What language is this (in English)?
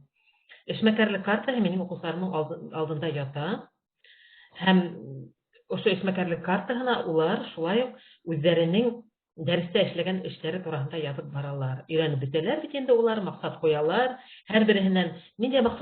Bashkir